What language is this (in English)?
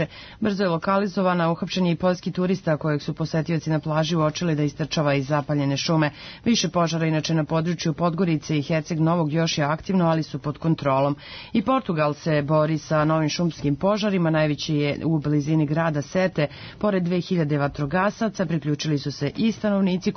Serbian